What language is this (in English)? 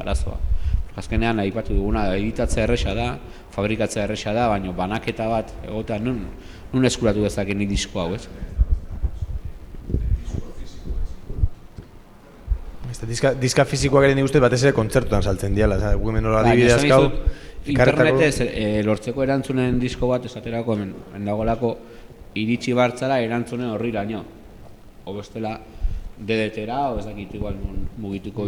Basque